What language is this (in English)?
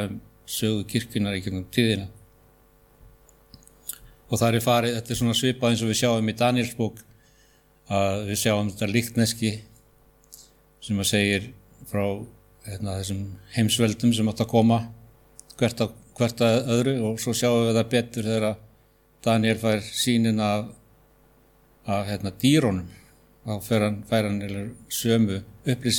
Icelandic